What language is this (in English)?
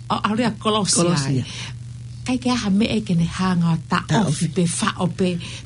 Tongan